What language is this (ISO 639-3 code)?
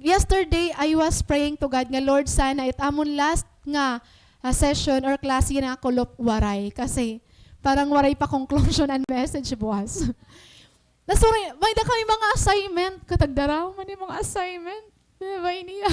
war